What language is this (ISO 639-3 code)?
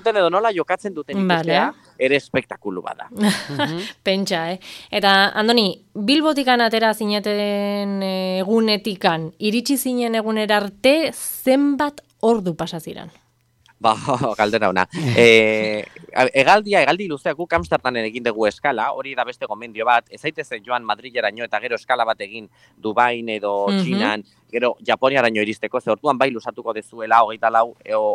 eus